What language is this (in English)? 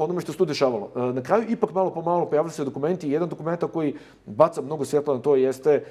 Bosnian